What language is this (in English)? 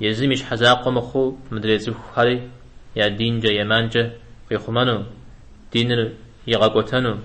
Kabardian